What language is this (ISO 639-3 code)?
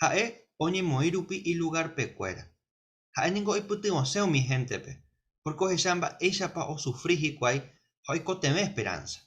grn